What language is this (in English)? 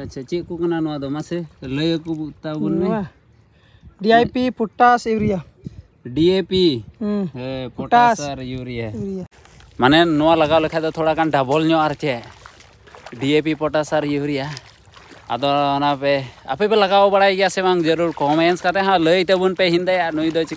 Santali